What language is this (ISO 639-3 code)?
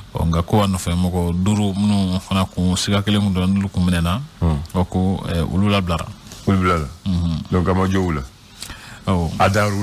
bam